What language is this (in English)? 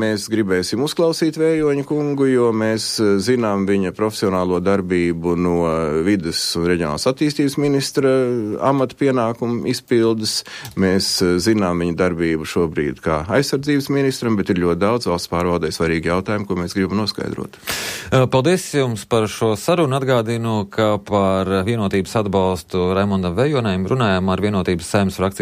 Latvian